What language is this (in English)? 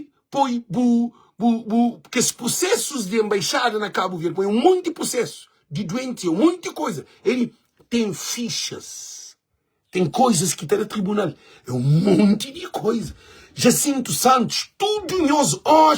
Kabuverdianu